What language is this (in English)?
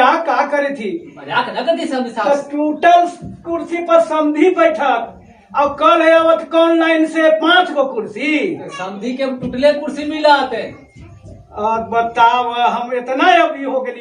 Magahi